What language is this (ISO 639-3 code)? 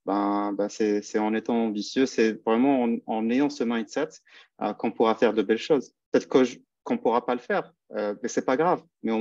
fra